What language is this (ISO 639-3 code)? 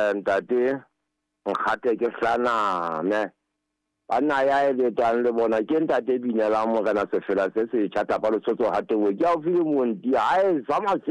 sot